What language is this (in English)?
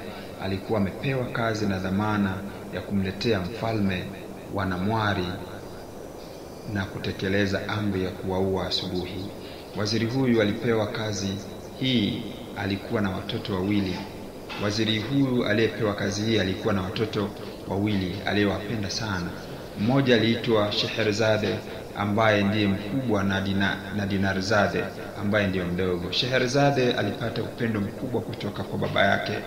Swahili